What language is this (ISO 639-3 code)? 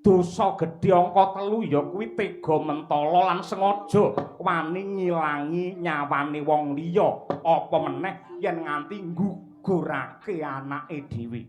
jav